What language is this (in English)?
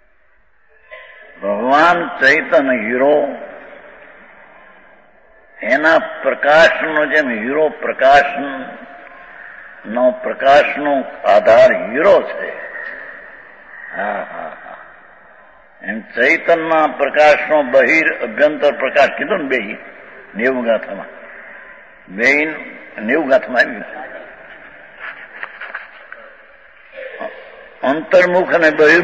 Gujarati